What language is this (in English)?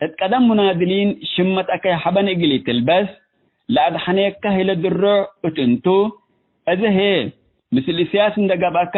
Tigre